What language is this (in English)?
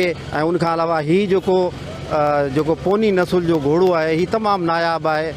Sindhi